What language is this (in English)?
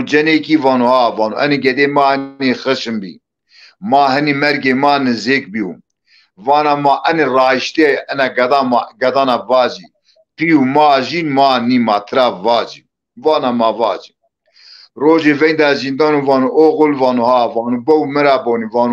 Zaza